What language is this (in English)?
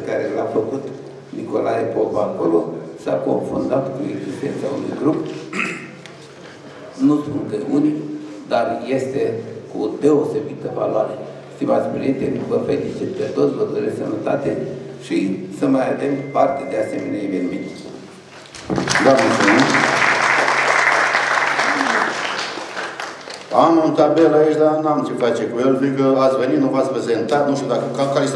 Romanian